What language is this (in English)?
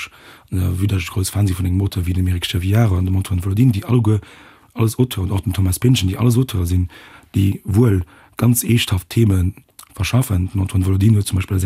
Luxembourgish